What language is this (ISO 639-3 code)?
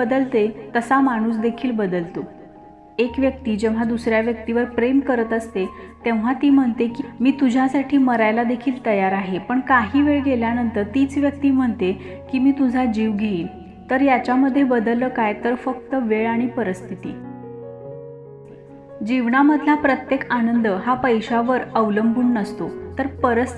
mar